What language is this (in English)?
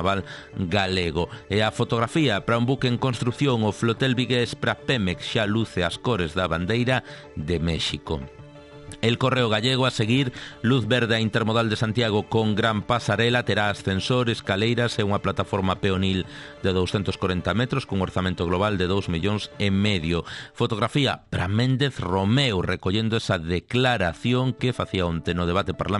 Galician